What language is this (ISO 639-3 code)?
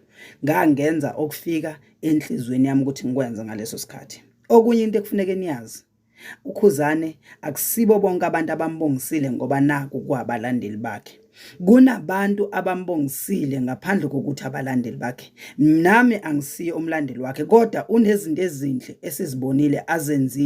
zul